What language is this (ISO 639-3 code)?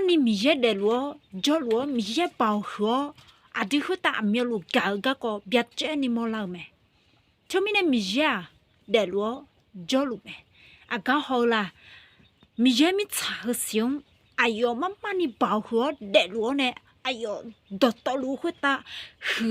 ahk